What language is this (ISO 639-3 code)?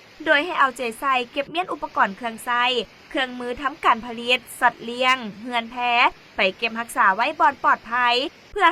lao